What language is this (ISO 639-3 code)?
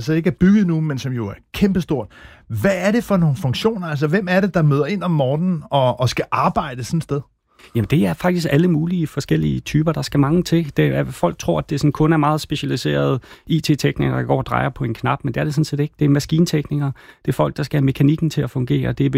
dan